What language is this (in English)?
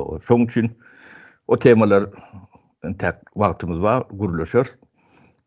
Turkmen